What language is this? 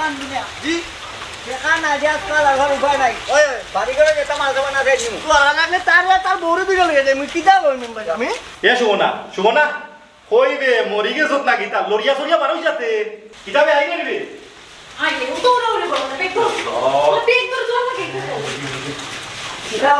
Sylheti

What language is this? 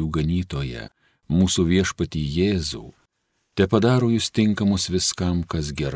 Lithuanian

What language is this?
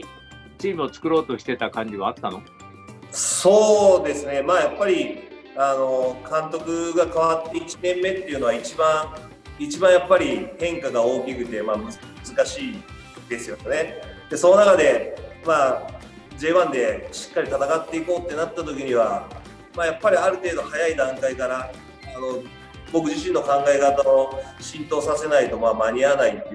Japanese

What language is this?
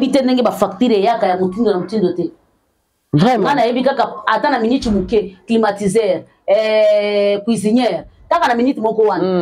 Lingala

